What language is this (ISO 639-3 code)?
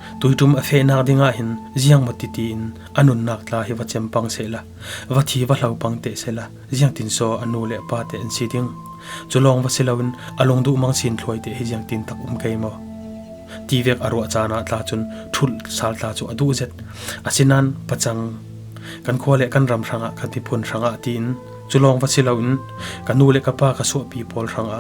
cfm